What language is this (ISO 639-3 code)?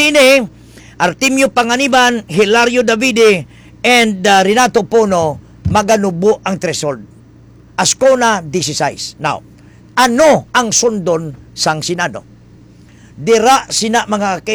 hil